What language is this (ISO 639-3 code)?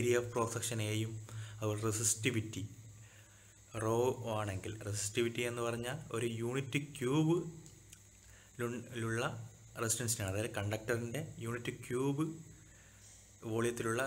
mal